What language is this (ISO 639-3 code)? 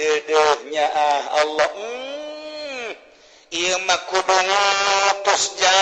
sun